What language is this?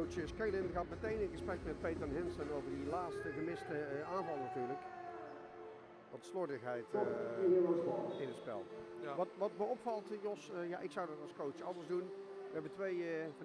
Dutch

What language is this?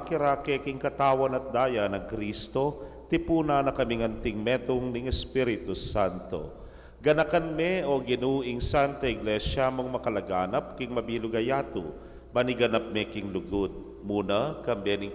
Pampanga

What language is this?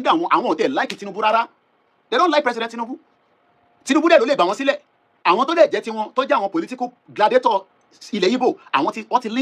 Yoruba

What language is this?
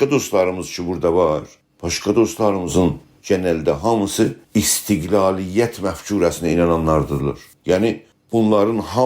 South Azerbaijani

